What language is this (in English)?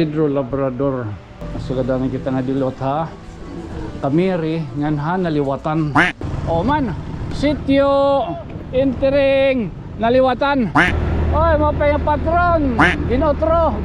Waray